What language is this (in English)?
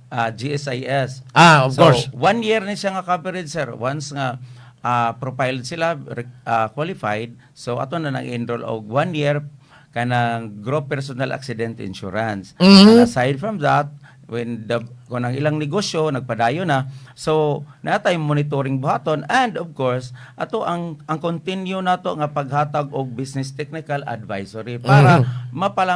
Cebuano